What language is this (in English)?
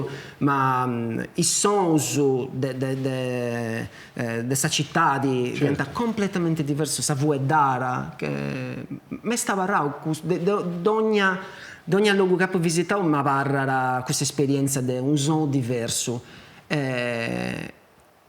Sardinian